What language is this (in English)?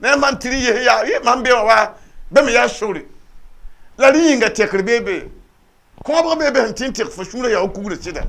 Mossi